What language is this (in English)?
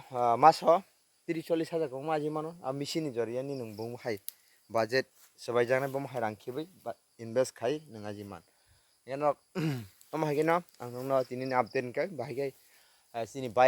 Kok Borok